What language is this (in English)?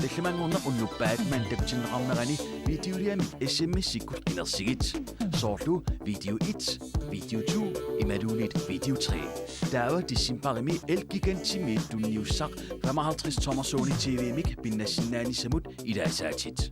Kalaallisut